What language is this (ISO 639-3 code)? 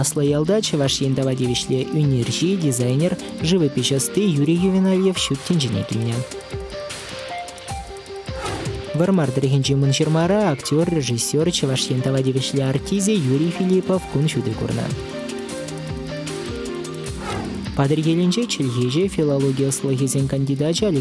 chv